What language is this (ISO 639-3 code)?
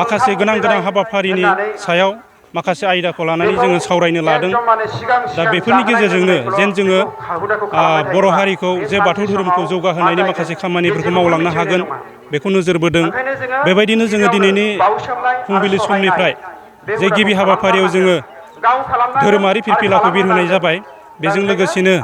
brx